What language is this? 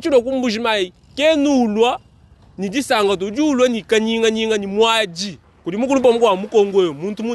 Luba-Lulua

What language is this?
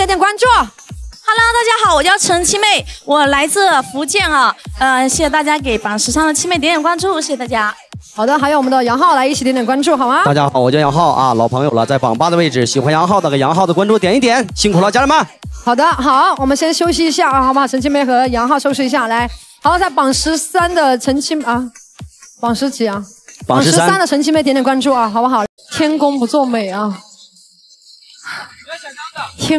Chinese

